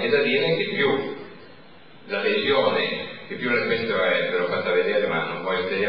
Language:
Italian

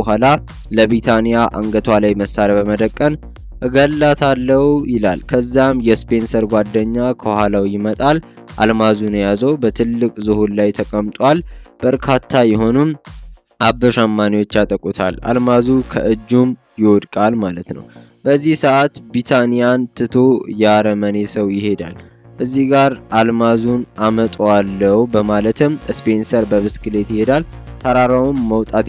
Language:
Amharic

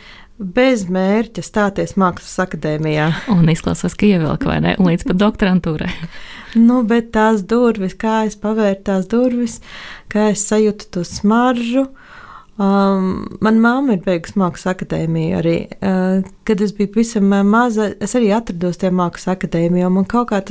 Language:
Latvian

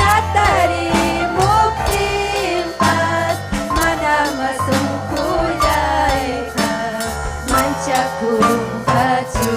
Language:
Ayacucho Quechua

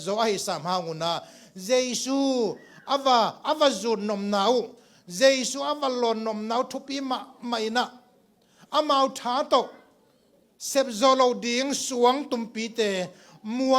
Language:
Tedim Chin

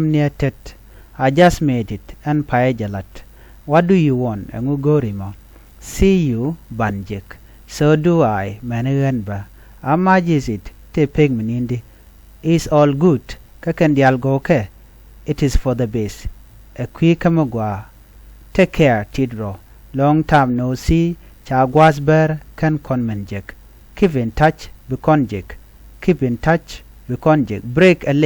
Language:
Nuer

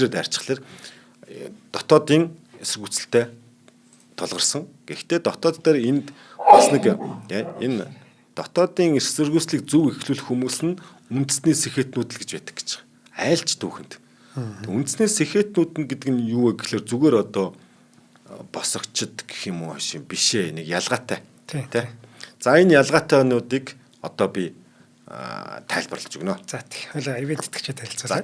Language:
Mongolian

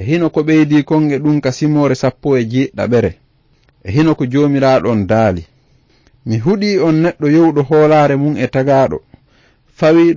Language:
Fula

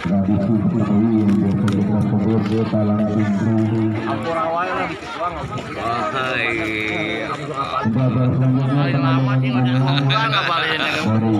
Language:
Betawi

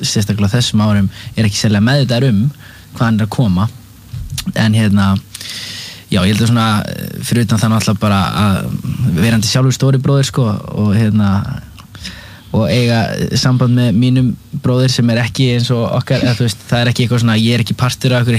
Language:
Icelandic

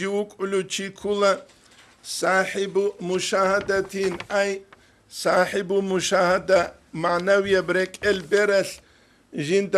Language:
Avaric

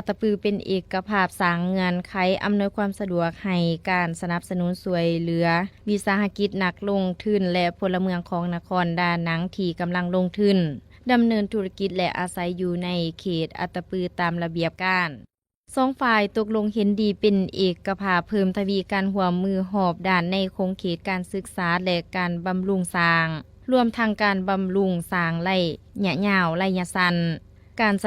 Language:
Lao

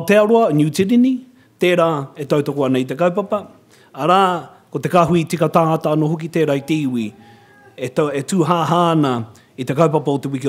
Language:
Māori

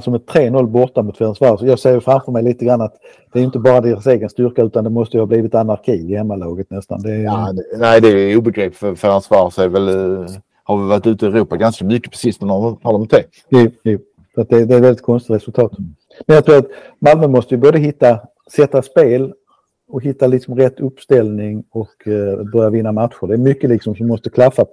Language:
Swedish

